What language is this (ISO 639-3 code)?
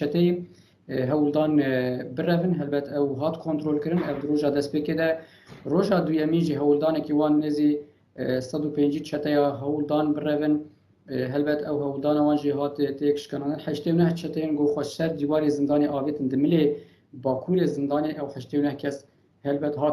kur